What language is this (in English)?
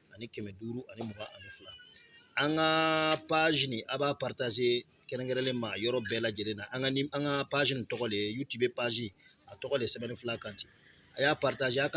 Bambara